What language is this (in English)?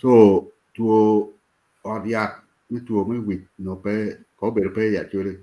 Acoli